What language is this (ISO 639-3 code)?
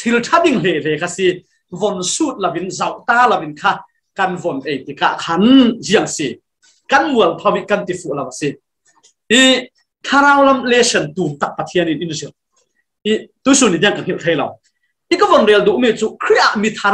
cfm